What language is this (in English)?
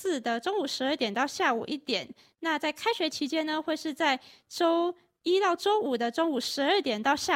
Chinese